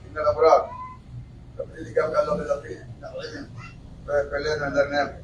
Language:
Pular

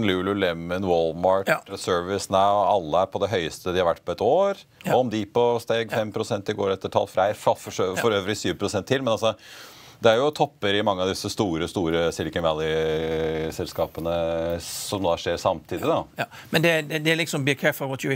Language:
Norwegian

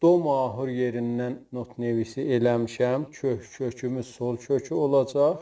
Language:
South Azerbaijani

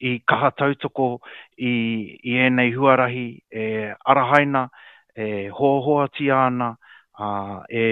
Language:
Māori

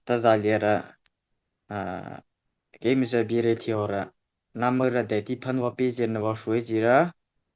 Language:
Mara Chin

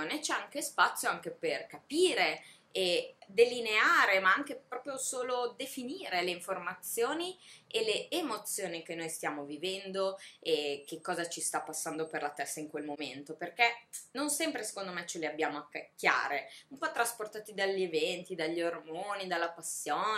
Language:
Italian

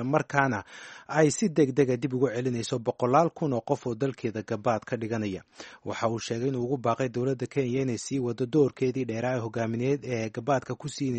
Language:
Somali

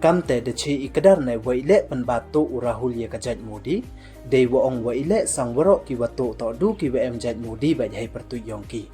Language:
Pnar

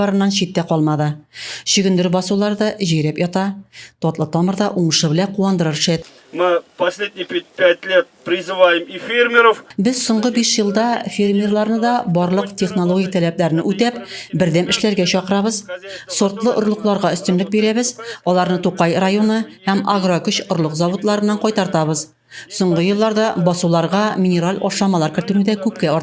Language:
Tatar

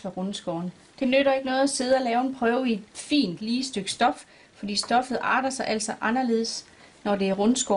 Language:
Danish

